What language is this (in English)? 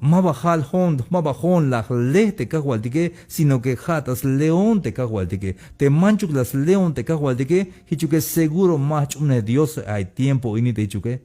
Tzeltal